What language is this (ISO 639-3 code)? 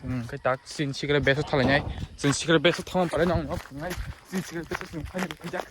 trp